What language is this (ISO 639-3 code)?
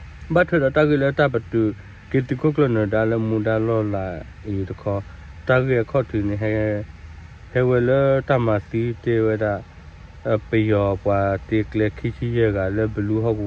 ksw